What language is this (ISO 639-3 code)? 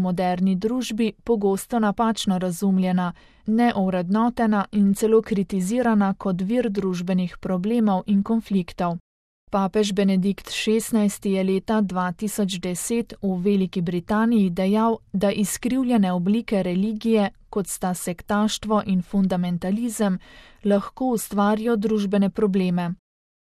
slv